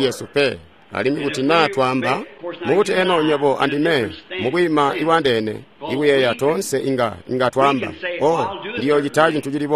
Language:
Tonga (Zambia)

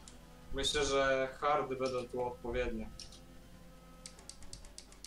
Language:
Polish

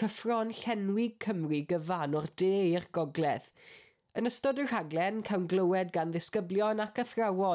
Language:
Welsh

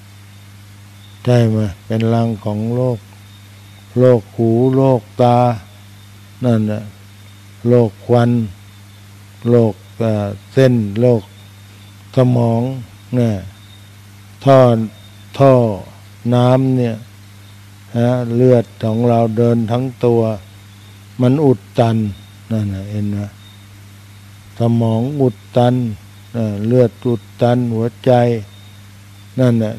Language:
Thai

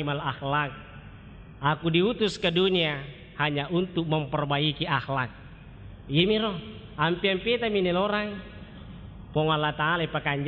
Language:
Buginese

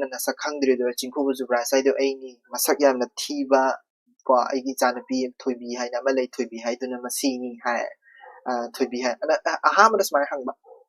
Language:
Manipuri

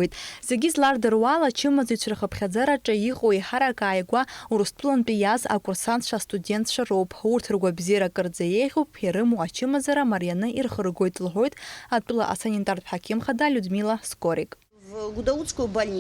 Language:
Abkhazian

